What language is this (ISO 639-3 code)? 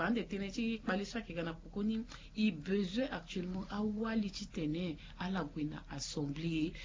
sag